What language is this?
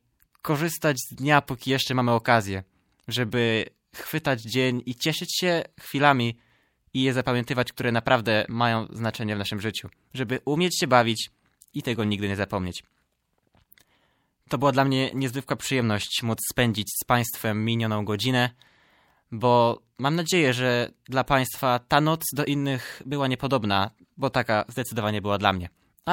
Polish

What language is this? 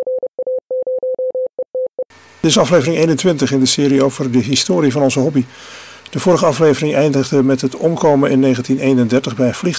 Dutch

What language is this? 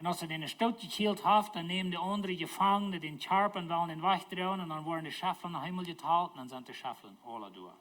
Plautdietsch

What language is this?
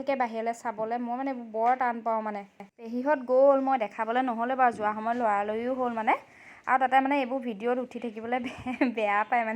Assamese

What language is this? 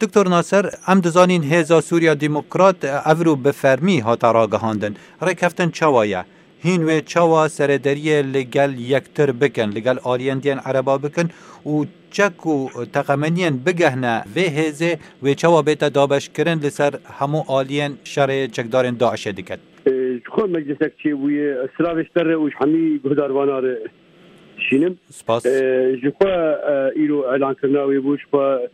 Kurdish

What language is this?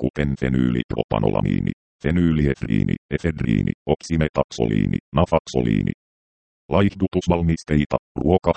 Finnish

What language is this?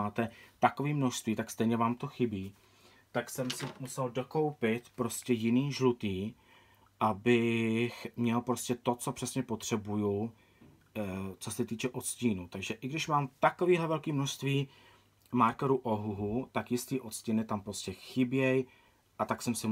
Czech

